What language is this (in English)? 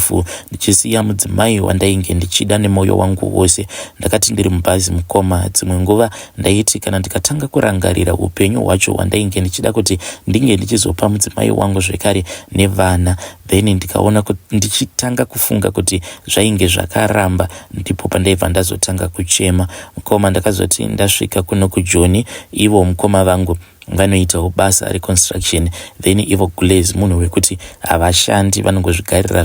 Shona